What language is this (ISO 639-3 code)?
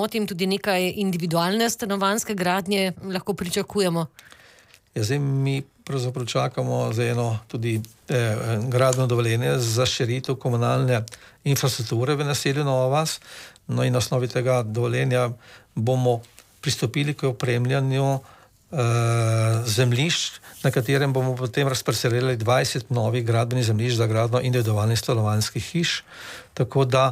slv